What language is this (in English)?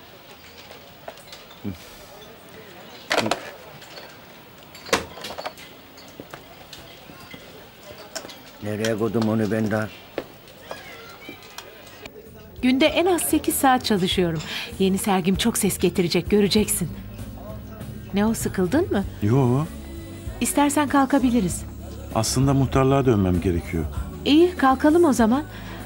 Turkish